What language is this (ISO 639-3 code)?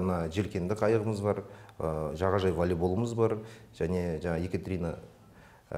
kaz